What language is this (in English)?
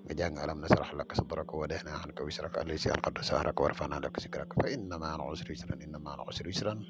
Wolof